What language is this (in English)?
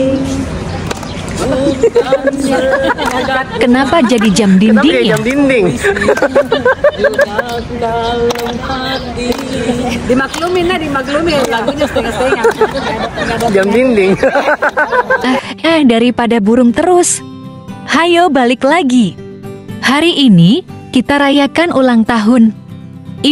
Indonesian